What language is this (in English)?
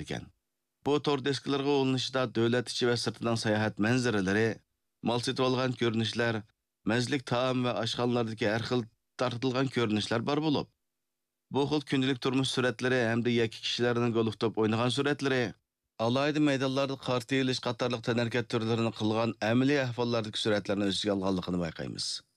Uyghur